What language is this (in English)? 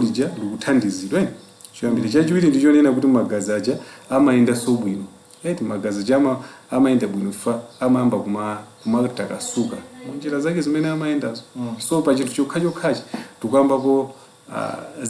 Nyanja